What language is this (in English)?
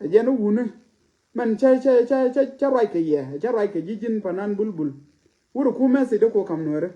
Nuer